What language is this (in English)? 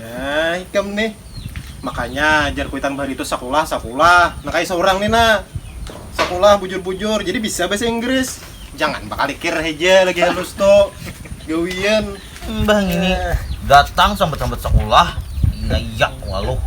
Banjar